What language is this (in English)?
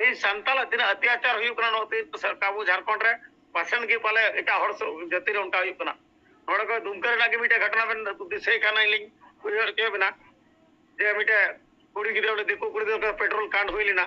Santali